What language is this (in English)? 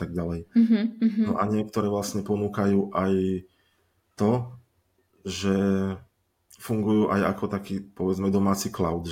Slovak